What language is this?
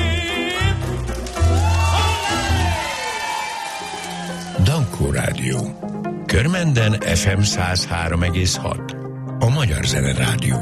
Hungarian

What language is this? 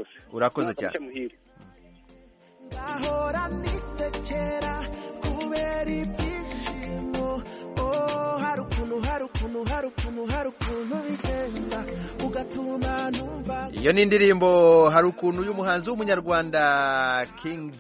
Kinyarwanda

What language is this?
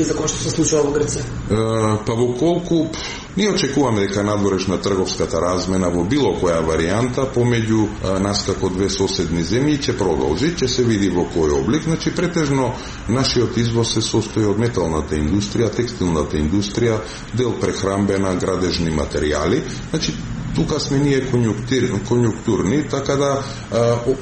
Macedonian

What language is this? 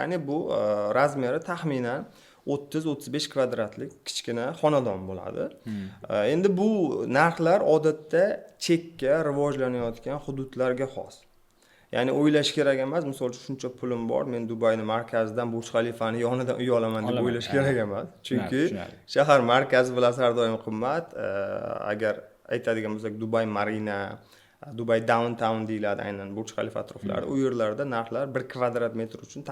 Uzbek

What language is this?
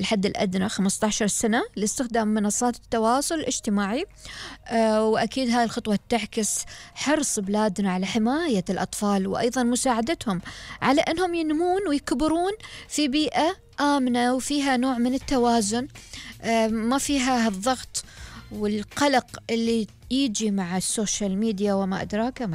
Gulf Arabic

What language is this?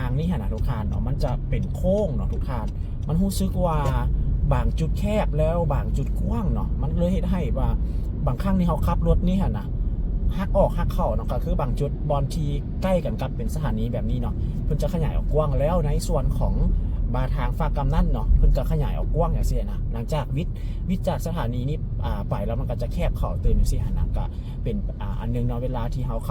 Lao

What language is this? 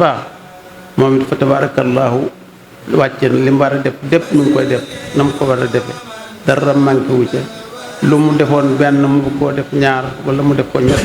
Wolof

